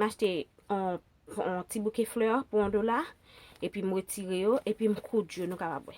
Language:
Haitian Creole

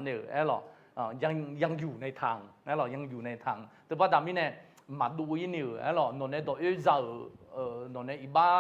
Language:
Akha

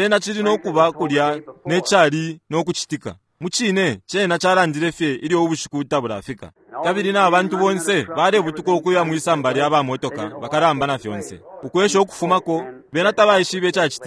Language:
Bemba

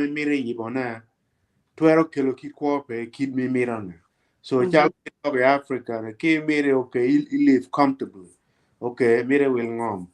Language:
Acoli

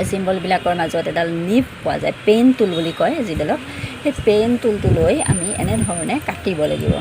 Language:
Assamese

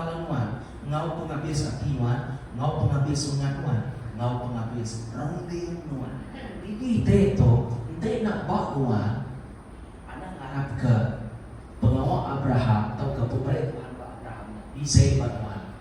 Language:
Iban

